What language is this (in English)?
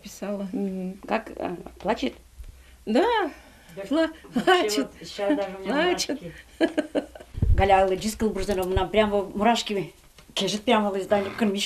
Udmurt